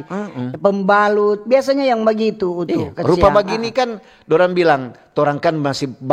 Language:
Manado Malay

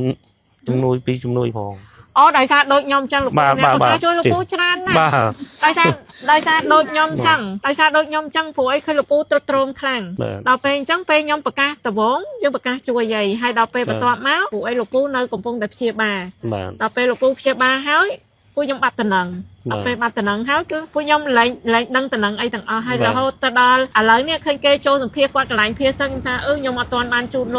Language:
Khmer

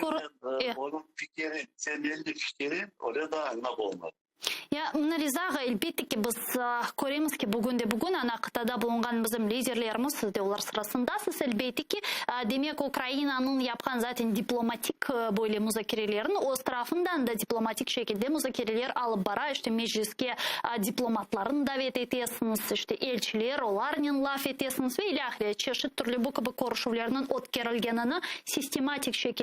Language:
Crimean Tatar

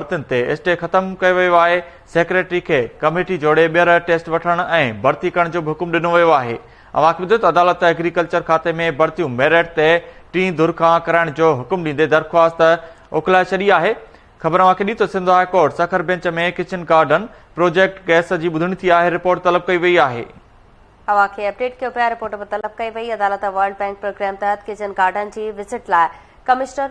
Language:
Sindhi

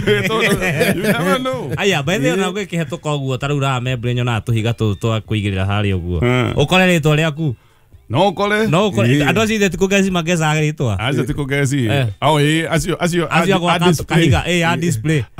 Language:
Kikuyu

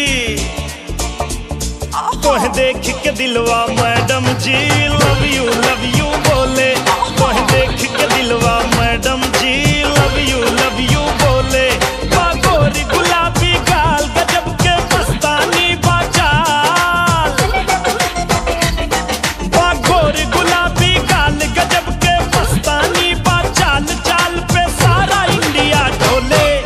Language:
Bhojpuri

